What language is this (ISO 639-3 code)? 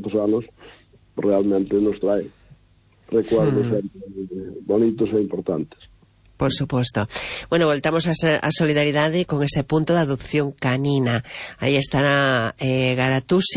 glg